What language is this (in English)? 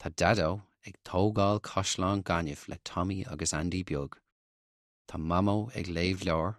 Irish